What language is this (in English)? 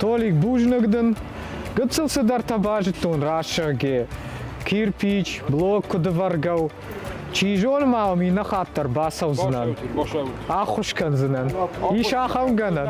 Ossetic